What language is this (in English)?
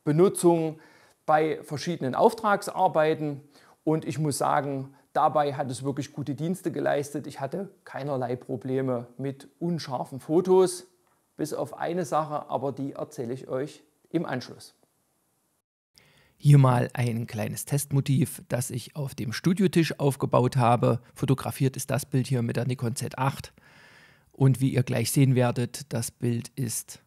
German